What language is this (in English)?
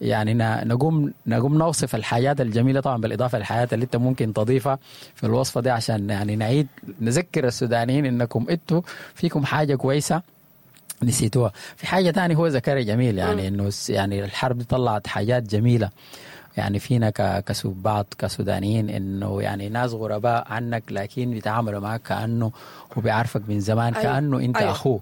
Sudanese Arabic